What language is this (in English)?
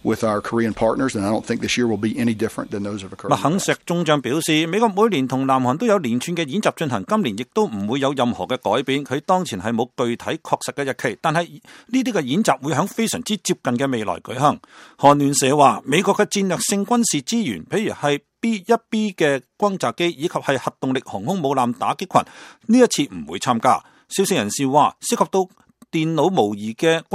Cantonese